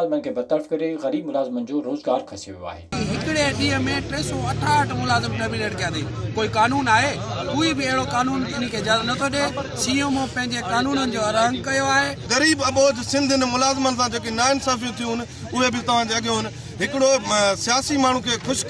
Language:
Sindhi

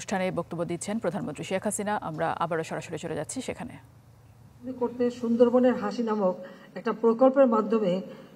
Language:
Bangla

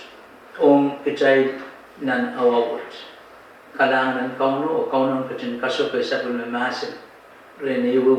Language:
Pohnpeian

